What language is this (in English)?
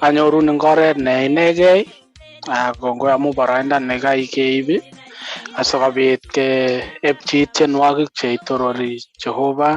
Kalenjin